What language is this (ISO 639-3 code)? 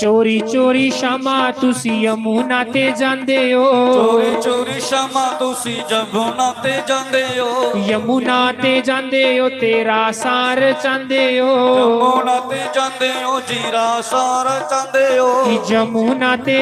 doi